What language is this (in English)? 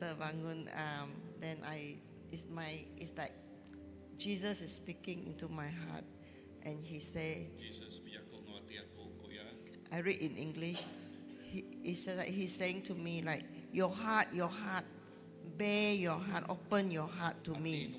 Iban